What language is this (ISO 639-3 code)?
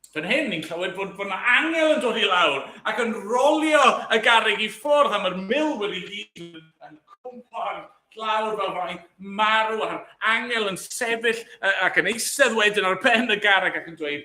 cym